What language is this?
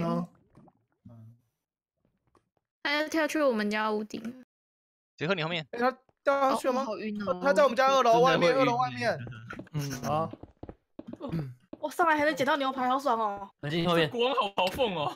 Chinese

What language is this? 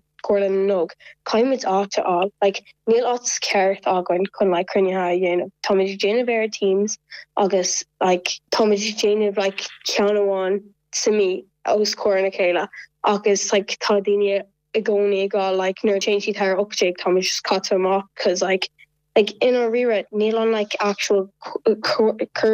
Irish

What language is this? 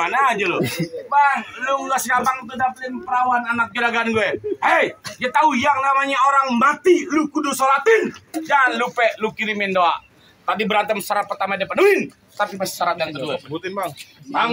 Betawi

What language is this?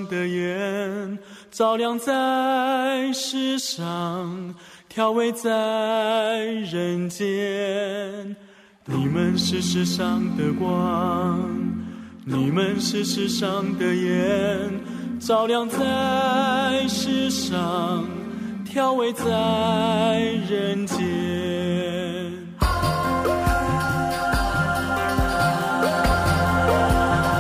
Chinese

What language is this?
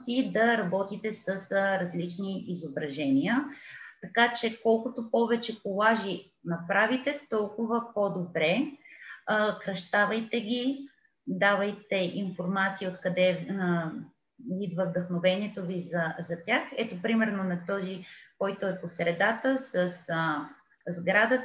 Bulgarian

